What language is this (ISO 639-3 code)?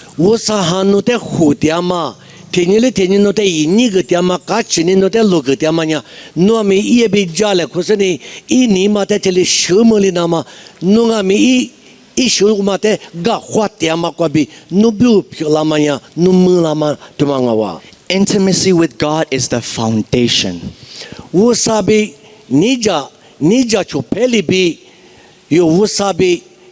lis